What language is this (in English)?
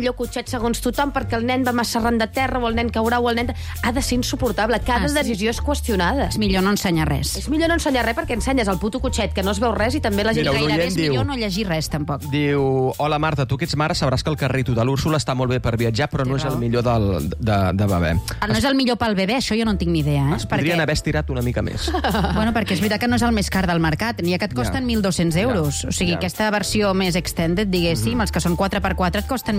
Catalan